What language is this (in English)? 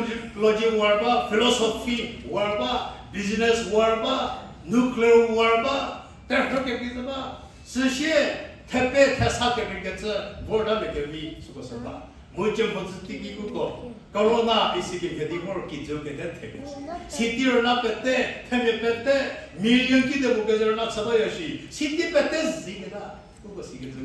Angami Naga